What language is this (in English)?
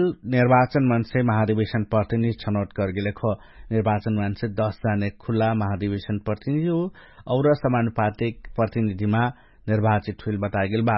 Dangaura Tharu